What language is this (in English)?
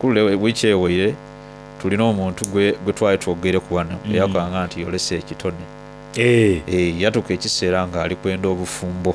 Soga